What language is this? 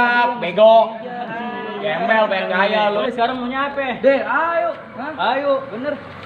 Betawi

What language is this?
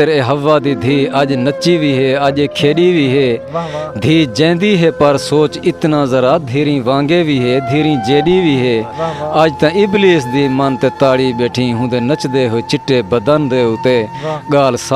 Saraiki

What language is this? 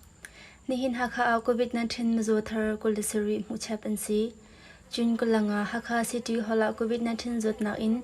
Hakha Chin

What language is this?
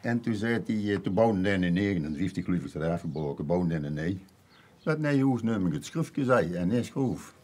Limburgish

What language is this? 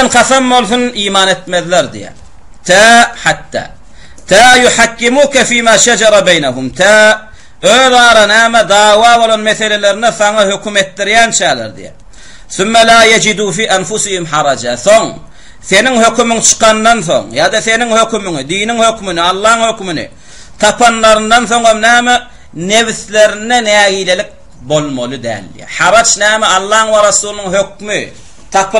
Turkmen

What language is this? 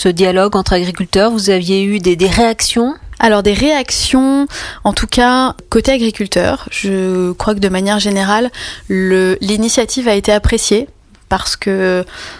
French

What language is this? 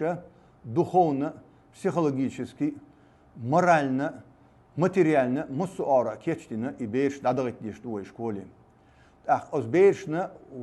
Chechen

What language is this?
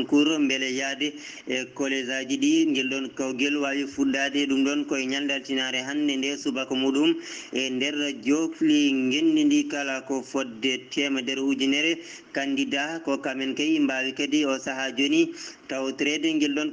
Fula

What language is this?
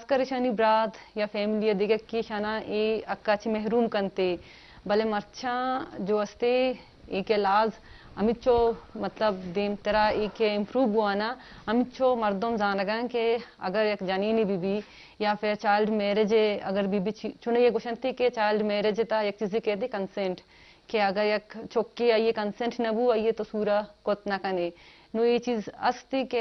Eastern Balochi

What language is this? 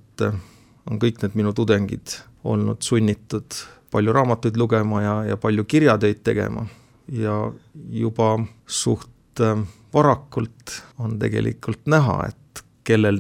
Estonian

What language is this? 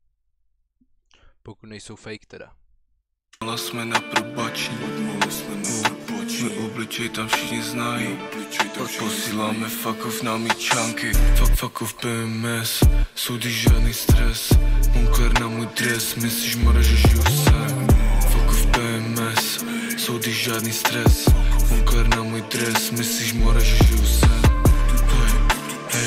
Czech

